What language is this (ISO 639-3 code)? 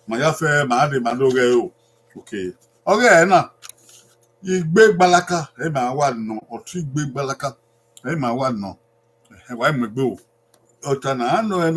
bin